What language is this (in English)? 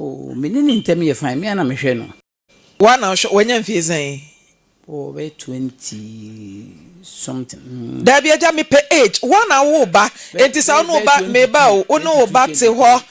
Akan